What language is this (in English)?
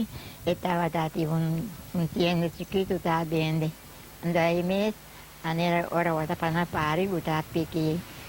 Papiamento